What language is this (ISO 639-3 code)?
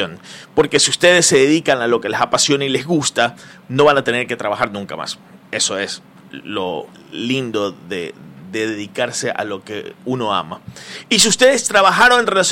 spa